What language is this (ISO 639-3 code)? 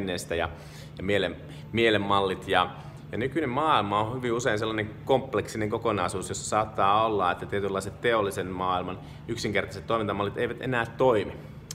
fin